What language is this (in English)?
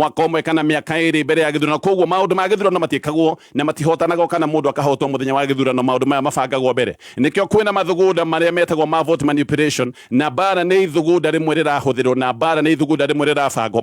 Kikuyu